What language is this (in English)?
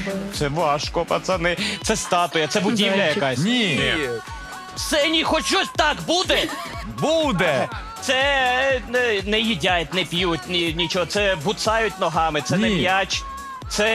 Ukrainian